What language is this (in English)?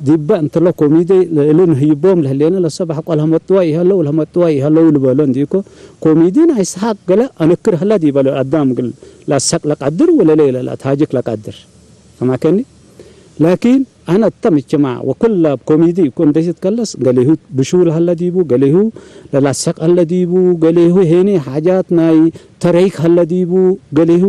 Tigre